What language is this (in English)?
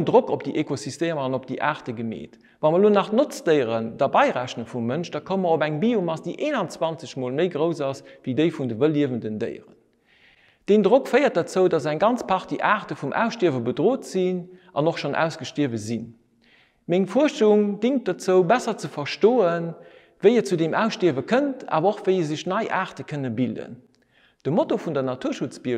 Luxembourgish